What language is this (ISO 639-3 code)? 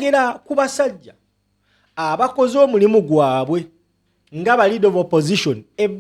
lug